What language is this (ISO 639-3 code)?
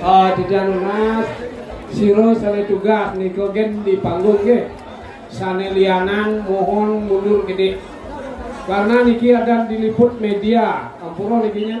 ban